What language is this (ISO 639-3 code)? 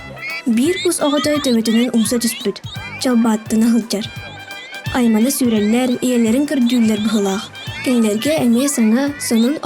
sah